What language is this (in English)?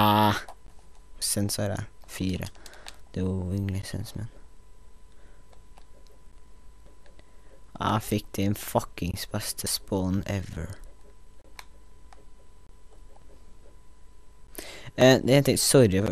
Norwegian